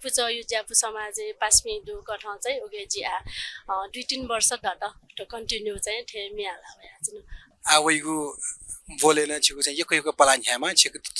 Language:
Newari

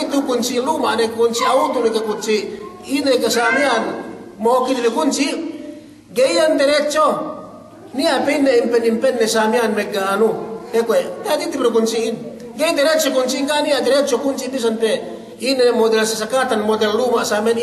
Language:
Yakan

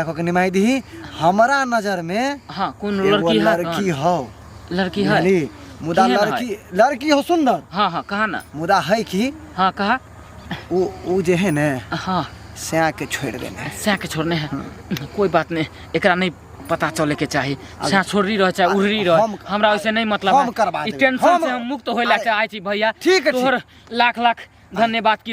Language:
Maithili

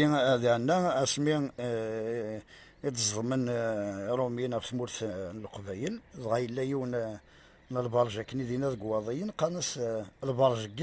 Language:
Kabyle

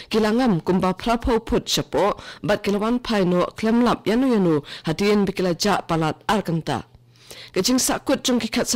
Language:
Khasi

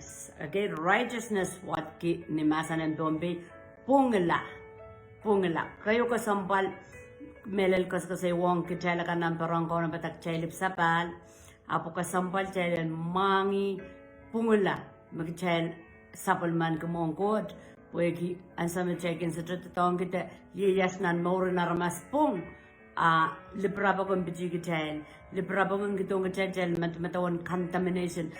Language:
Pohnpeian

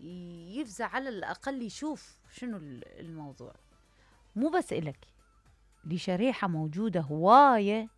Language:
Mesopotamian Arabic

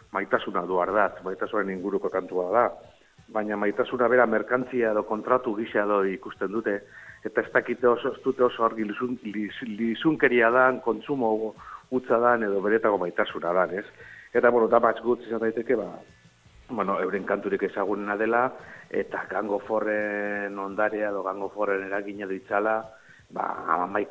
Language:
Basque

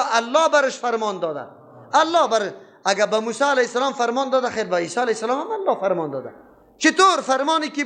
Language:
Persian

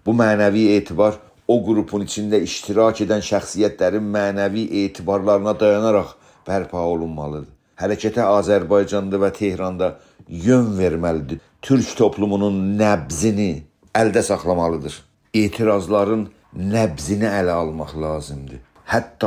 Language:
South Azerbaijani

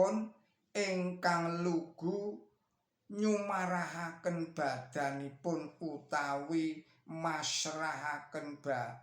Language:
Javanese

